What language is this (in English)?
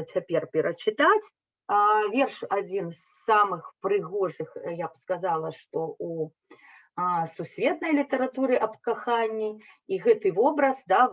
Belarusian